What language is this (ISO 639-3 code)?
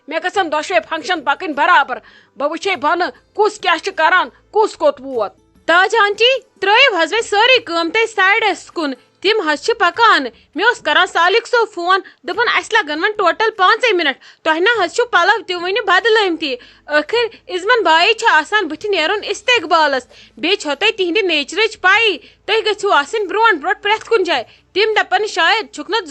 kas